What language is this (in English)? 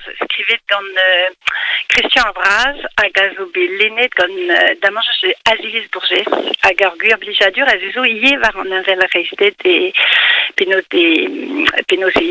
Breton